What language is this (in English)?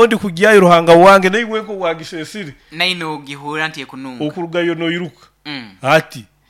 Nyoro